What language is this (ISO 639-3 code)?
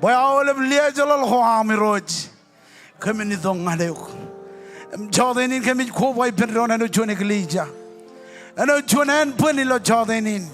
mah